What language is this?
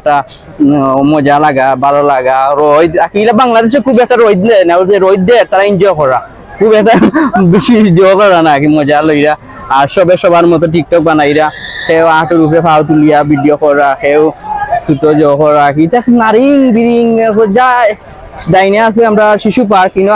Sylheti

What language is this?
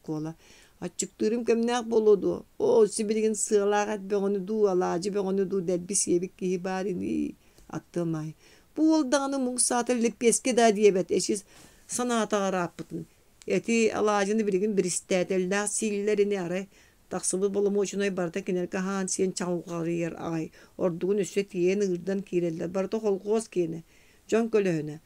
Yakut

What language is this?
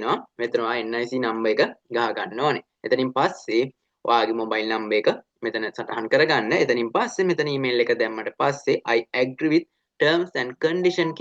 Sinhala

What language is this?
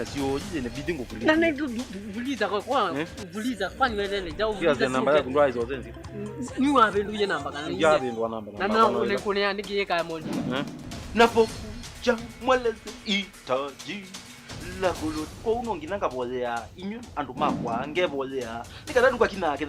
Kamba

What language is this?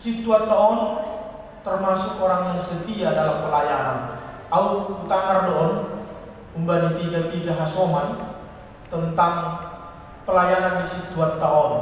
Batak Simalungun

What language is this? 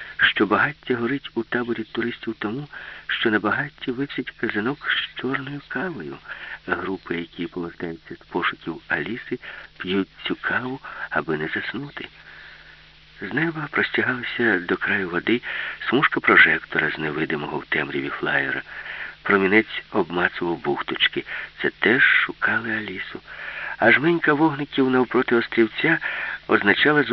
Ukrainian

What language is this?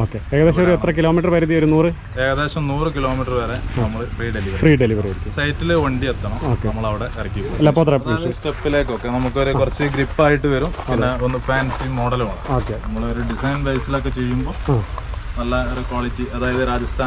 Malayalam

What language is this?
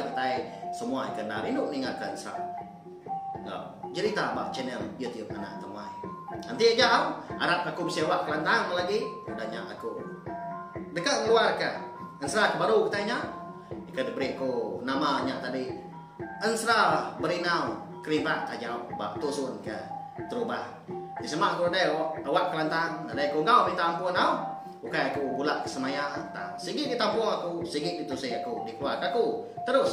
Iban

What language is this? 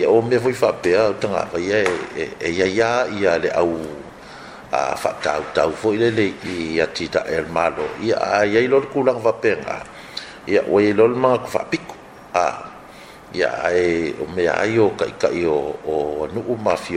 Samoan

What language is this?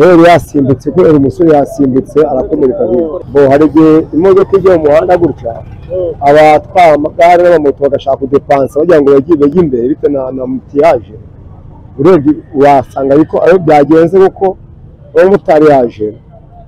Kinyarwanda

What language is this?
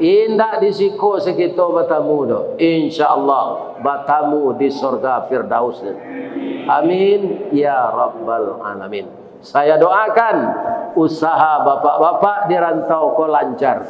Minangkabau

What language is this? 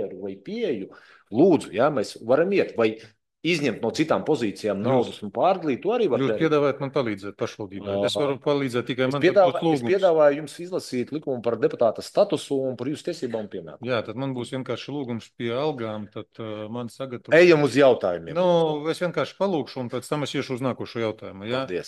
Latvian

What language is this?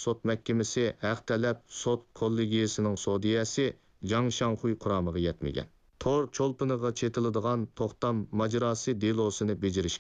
Uyghur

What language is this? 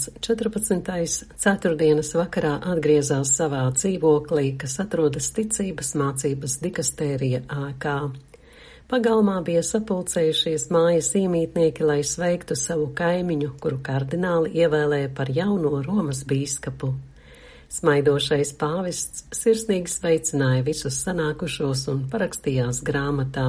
Latvian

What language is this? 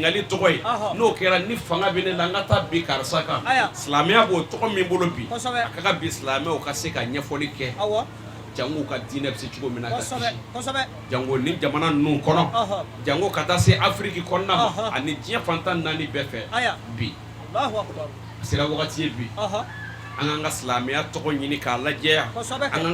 Bambara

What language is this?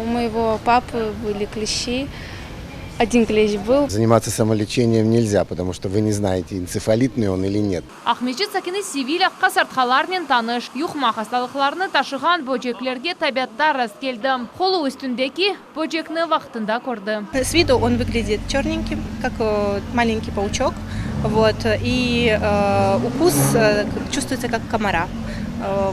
Crimean Tatar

